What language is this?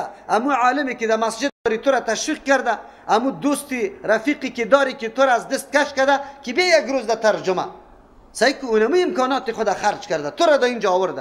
Persian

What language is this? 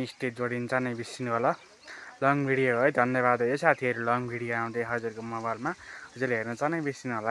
Nepali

